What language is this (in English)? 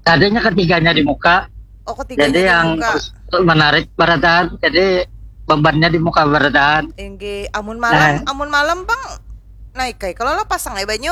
Banjar